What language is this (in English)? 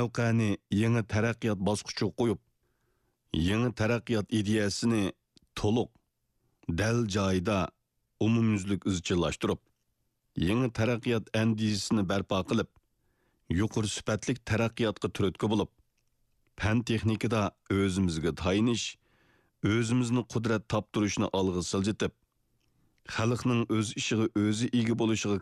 Uyghur